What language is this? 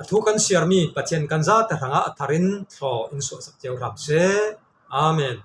Falam Chin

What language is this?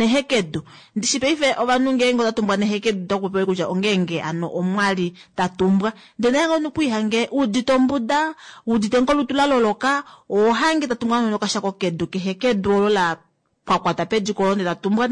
Kuanyama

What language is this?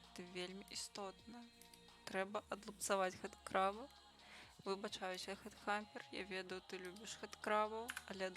Belarusian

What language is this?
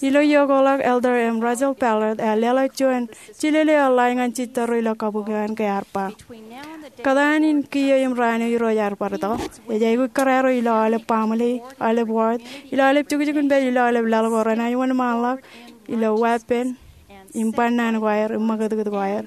Marshallese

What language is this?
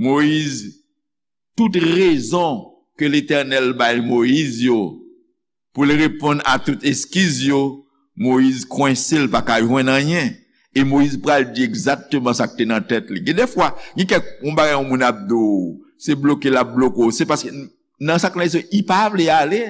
Haitian Creole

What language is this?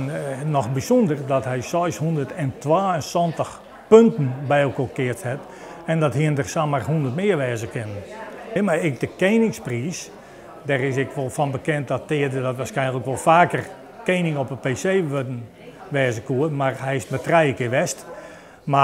Western Frisian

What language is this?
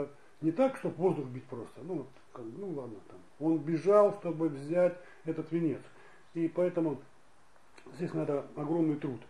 Russian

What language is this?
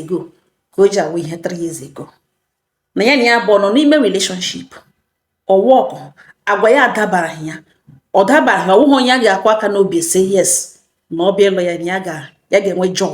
Igbo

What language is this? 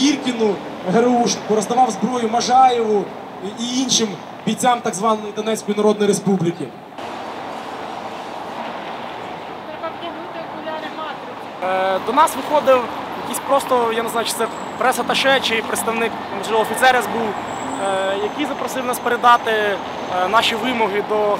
Ukrainian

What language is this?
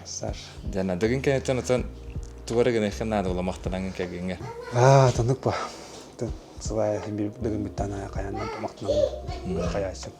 Yakut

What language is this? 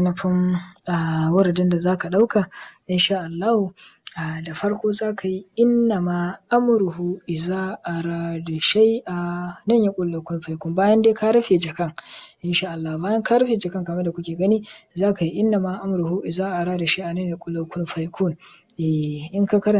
Hausa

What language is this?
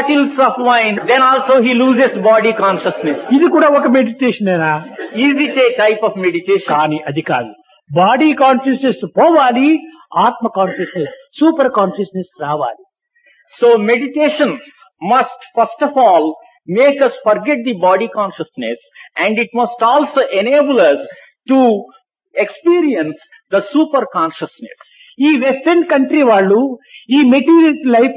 Telugu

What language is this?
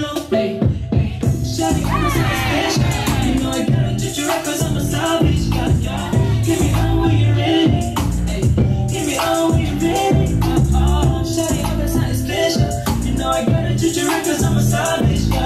English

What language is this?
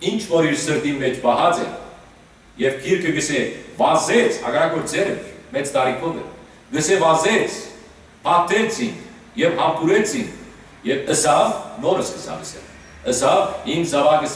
Western Armenian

